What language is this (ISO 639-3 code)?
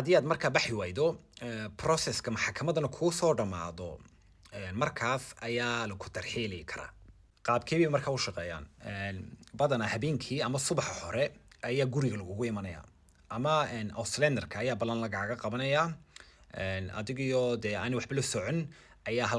som